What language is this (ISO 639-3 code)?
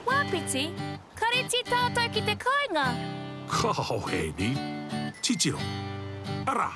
mri